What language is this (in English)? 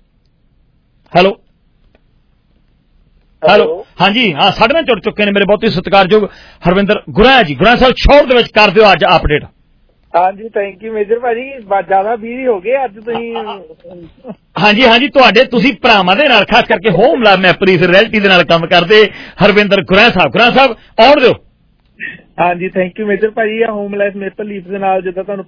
Punjabi